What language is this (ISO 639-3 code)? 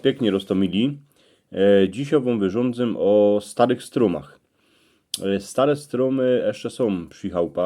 szl